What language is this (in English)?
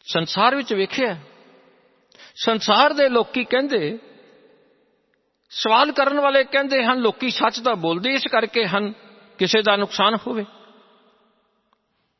Punjabi